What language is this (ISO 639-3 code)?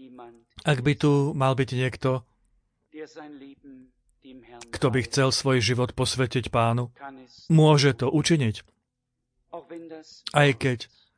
slk